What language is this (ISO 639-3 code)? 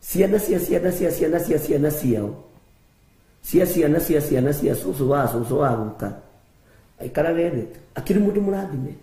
kik